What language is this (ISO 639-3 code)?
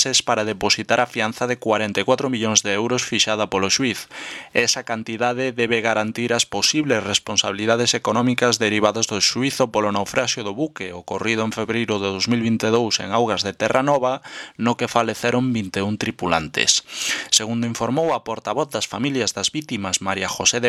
glg